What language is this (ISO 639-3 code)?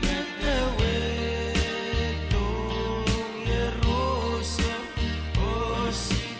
pon